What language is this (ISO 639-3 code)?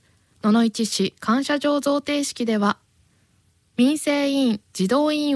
jpn